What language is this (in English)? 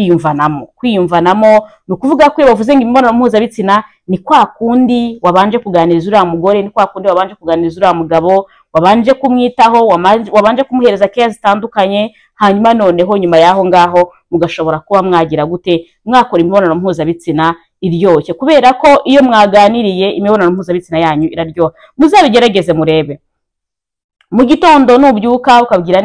Kinyarwanda